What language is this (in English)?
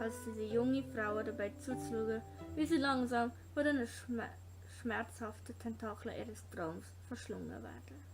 Swiss German